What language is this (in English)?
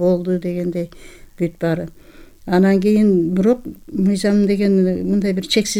Kyrgyz